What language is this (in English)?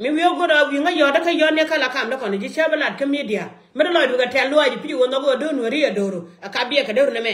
Nuer